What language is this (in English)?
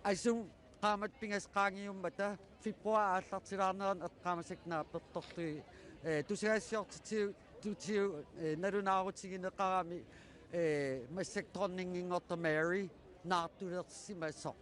Kalaallisut